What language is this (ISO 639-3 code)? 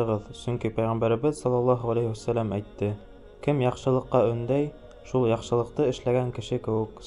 bak